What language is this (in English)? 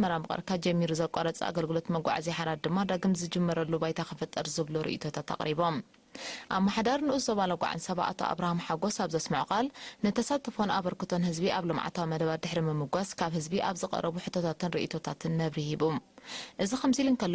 Tigrinya